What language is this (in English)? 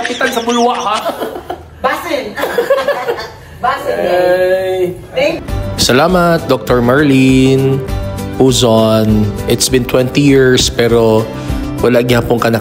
Cebuano